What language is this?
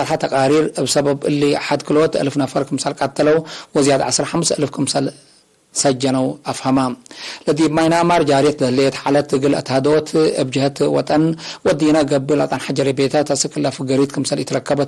Tigre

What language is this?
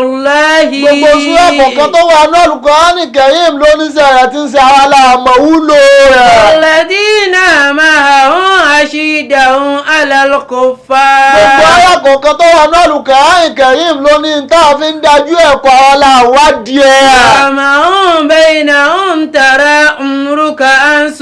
Yoruba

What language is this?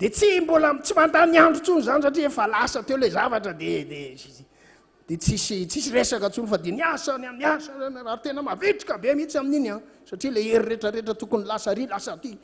Malagasy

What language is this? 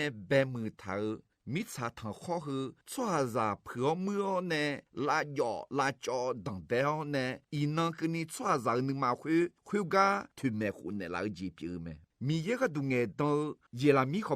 Akha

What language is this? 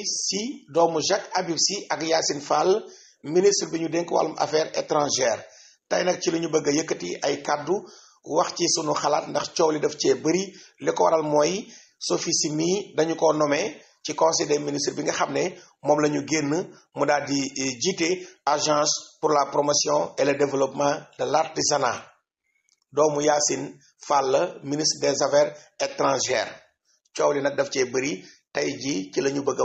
Wolof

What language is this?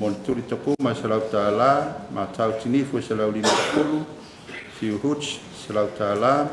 Samoan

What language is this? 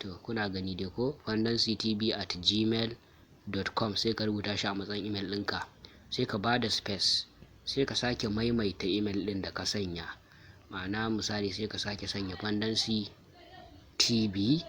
Hausa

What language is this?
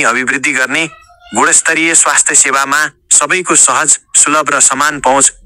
Nepali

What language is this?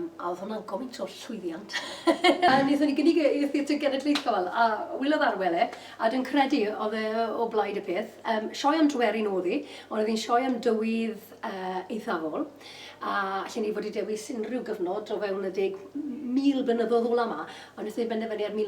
Welsh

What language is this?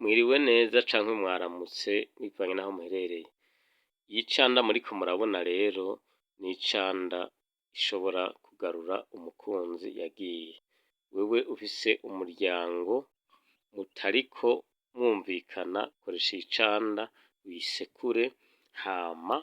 Rundi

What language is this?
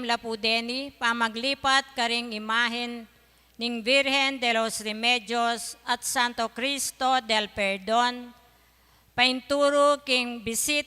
Pampanga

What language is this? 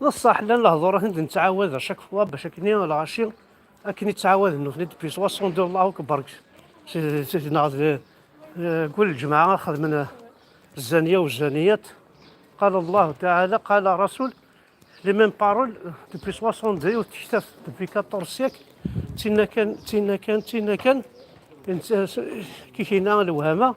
Kabyle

